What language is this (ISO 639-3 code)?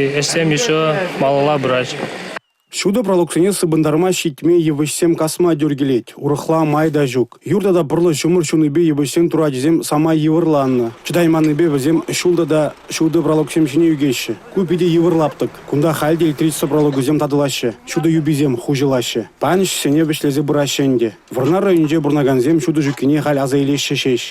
chv